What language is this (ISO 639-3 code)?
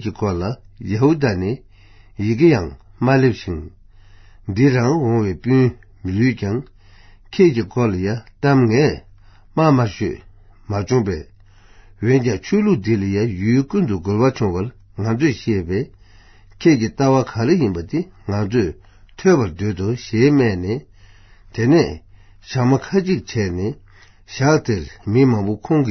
bod